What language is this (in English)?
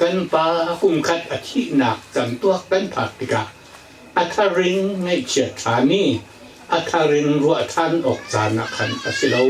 Hakha Chin